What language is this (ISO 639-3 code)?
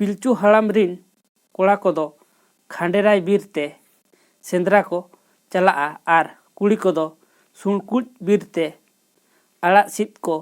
sat